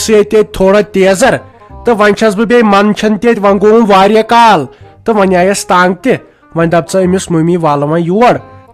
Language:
Kashmiri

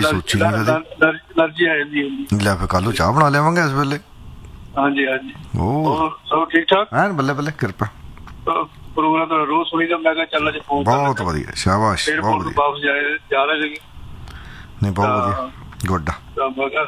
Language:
Punjabi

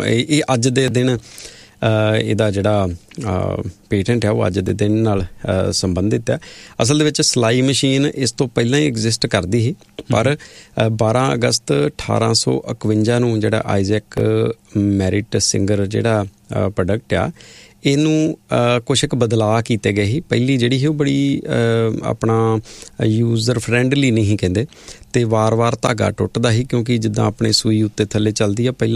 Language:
Punjabi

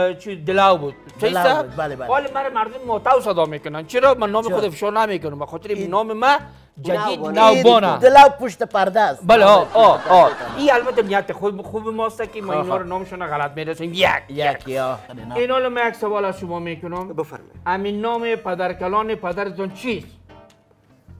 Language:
Persian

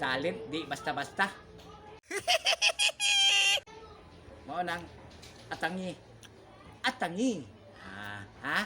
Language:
Cebuano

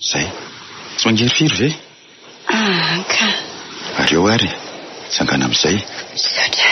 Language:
Malagasy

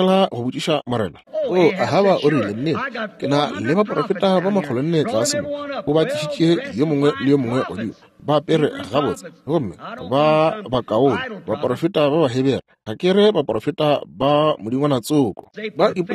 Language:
Northern Sotho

